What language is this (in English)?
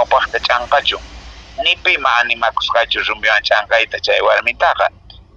Quechua